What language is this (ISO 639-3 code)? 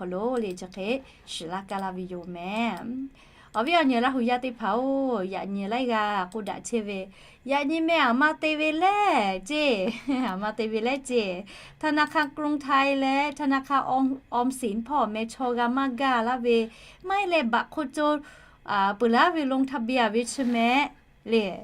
lhu